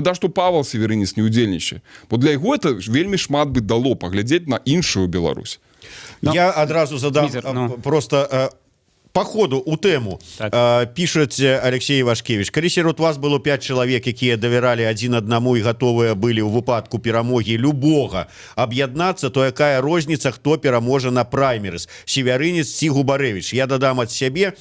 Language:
Belarusian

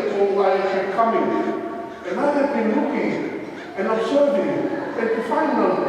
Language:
Samoan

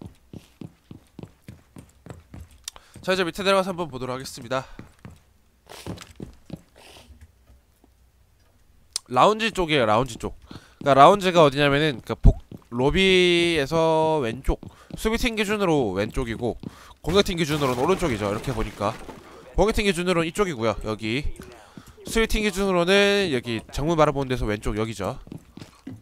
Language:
Korean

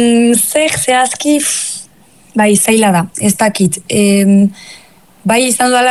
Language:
Basque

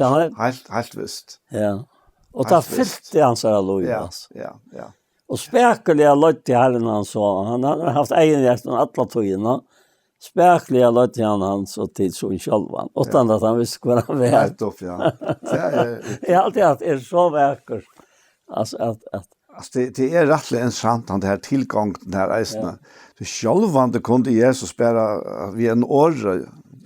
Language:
Faroese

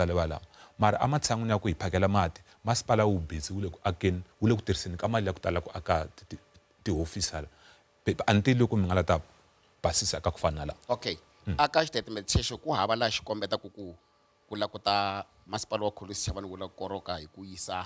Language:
Tsonga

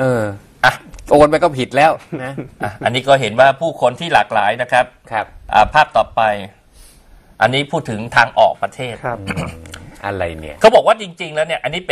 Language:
Thai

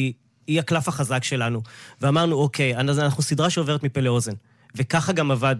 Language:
Hebrew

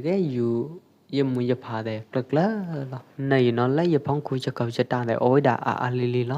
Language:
Pwo Eastern Karen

